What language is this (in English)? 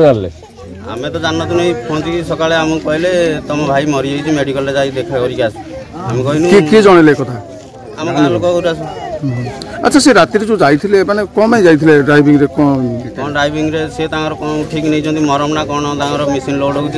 Odia